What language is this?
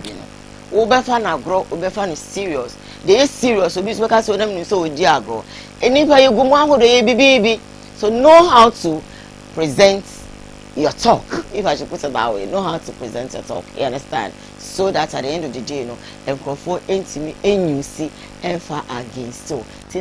Akan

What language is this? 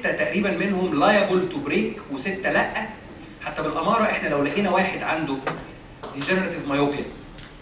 Egyptian Arabic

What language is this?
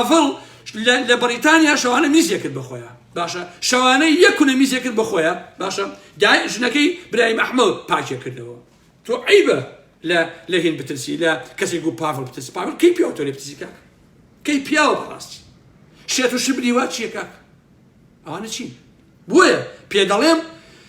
Central Kurdish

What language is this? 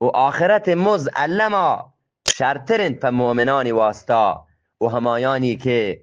Eastern Balochi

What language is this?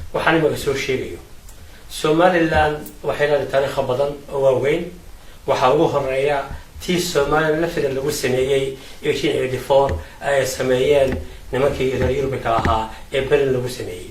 Somali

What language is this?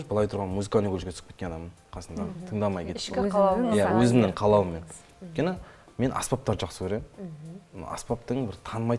Kazakh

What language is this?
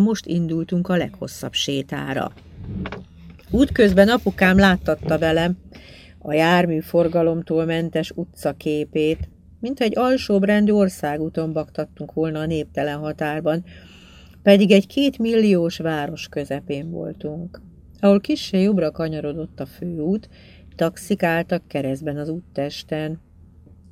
Hungarian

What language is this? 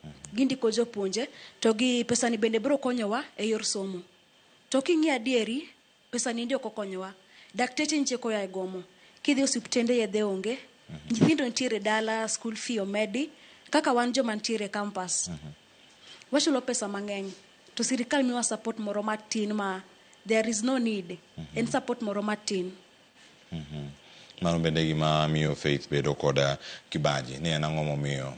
Luo (Kenya and Tanzania)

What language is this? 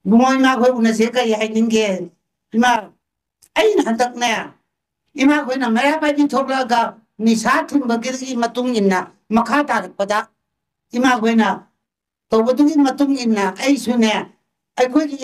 Manipuri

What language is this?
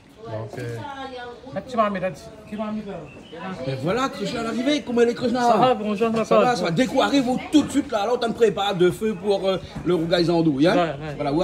Réunion Creole French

